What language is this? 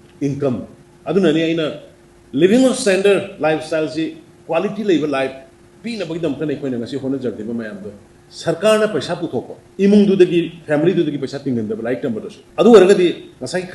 Manipuri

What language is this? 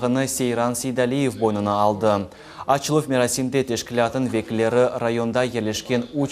Crimean Tatar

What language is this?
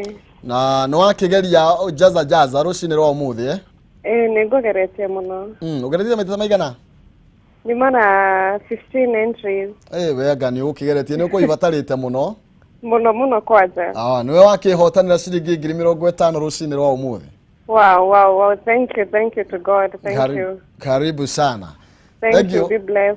Kikuyu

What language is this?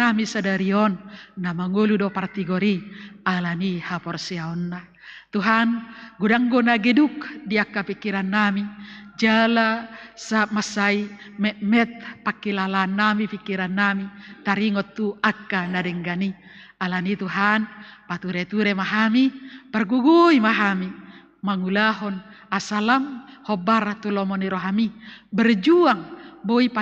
Batak Toba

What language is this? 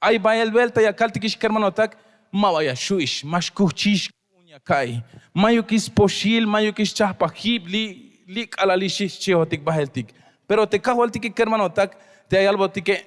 Tzeltal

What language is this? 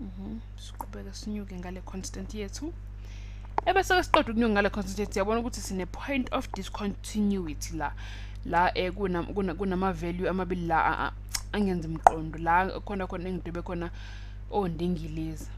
Zulu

